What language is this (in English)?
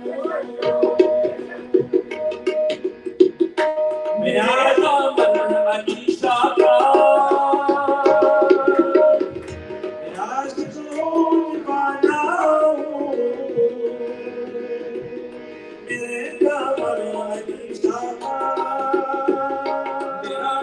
Urdu